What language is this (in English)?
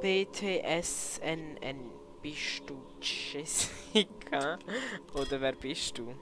Swiss German